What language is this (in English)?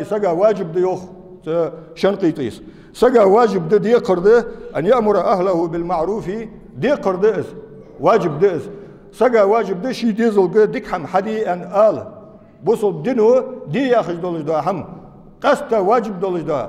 Ingush